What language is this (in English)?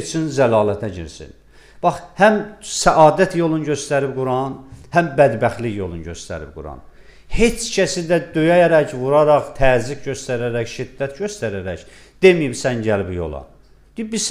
Azerbaijani